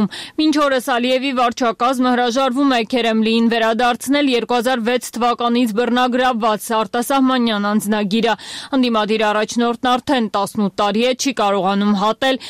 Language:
Armenian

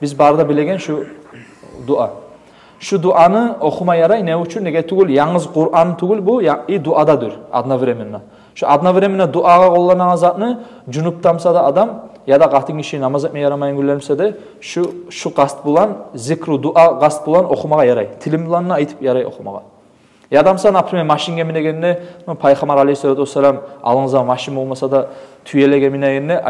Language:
Kumyk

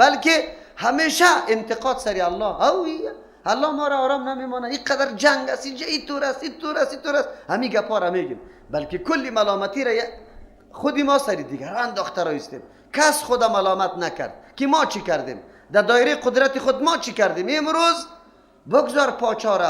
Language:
Persian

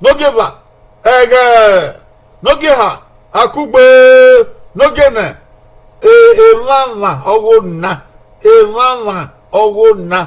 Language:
Bini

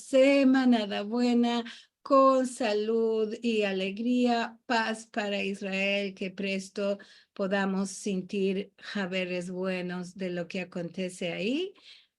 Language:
Ladino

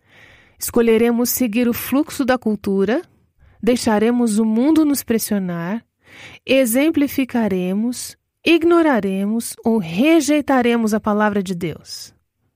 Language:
Portuguese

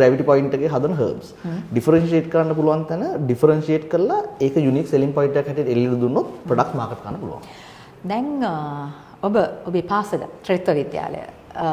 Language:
Sinhala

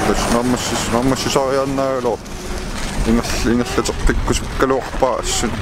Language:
Kalaallisut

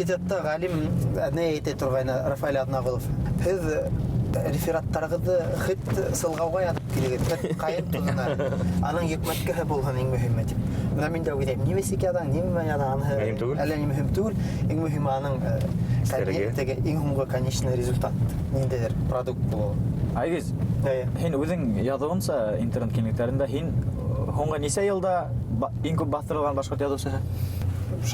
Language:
Bashkir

